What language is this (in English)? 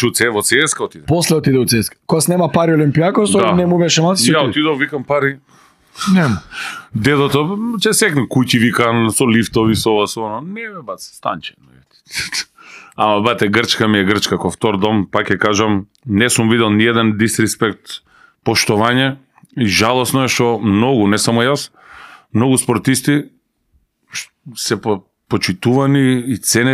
Macedonian